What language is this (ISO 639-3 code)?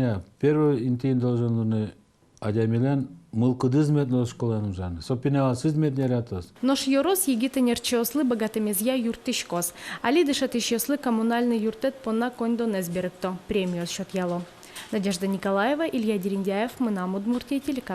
udm